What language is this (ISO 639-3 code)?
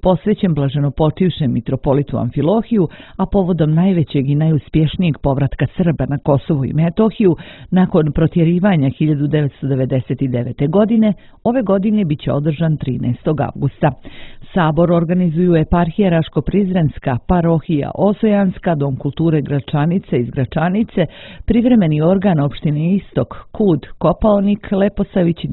srp